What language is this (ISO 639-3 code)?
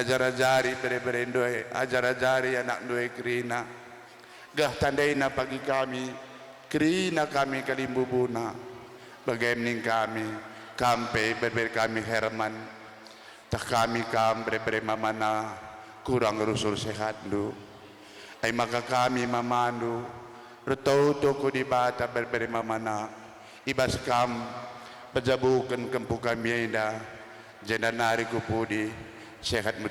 btx